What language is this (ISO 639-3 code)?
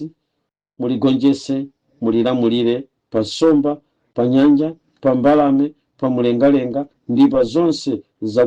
nya